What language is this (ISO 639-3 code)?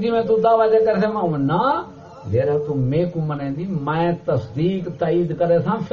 skr